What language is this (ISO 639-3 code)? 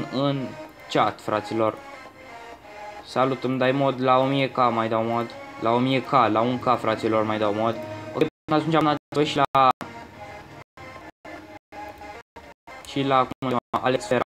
ron